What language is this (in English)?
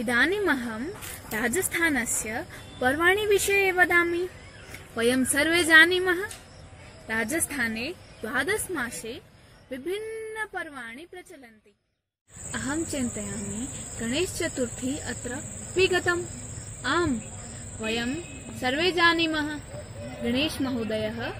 Sanskrit